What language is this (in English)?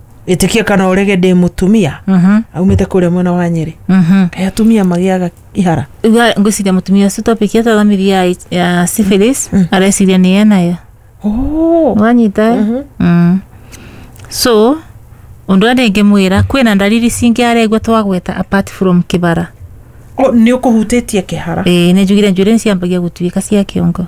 Kikuyu